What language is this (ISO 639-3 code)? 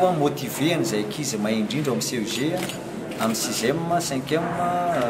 mlg